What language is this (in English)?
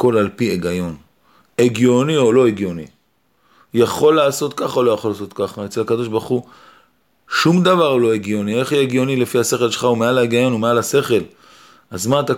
Hebrew